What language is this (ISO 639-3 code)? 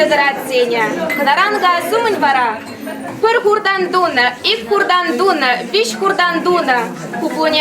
chv